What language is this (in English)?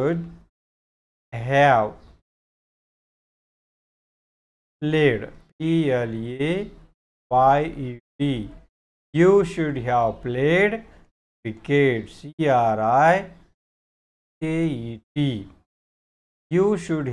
Marathi